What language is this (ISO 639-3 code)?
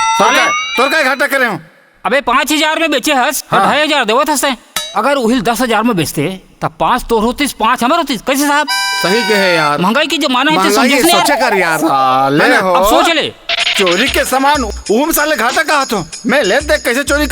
hne